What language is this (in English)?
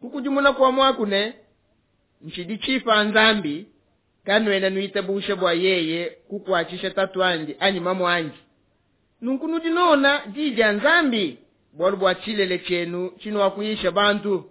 Luba-Lulua